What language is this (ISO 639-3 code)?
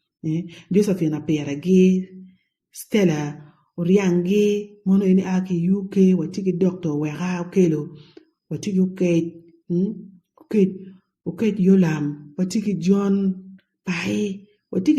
ach